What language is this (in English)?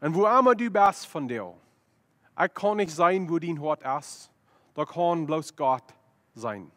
Plautdietsch